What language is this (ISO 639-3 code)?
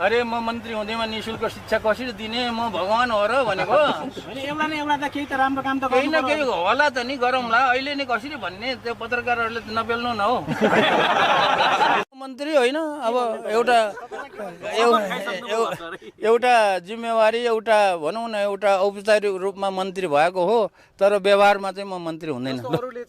nep